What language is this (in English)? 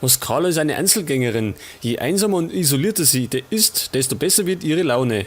Bavarian